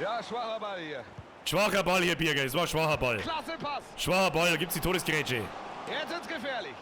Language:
Bavarian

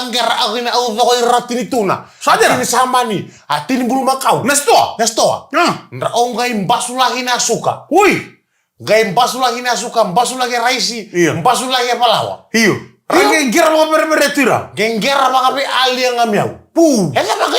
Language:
Fijian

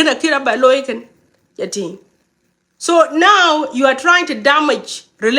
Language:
Nuer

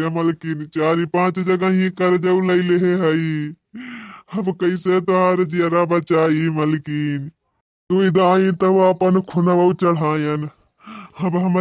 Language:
Awadhi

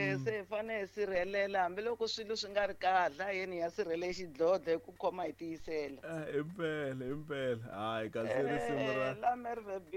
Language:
Tsonga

